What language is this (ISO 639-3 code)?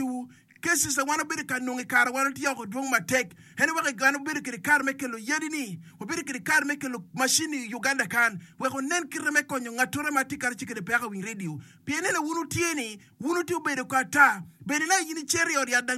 ach